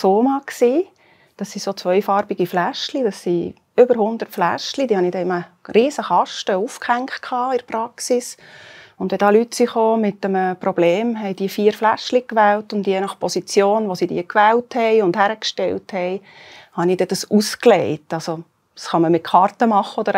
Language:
Swiss German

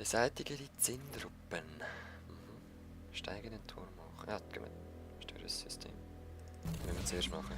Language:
Swiss German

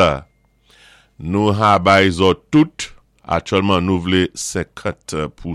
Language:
Saint Lucian Creole French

